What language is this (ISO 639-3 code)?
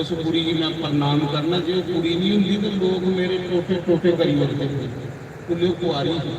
doi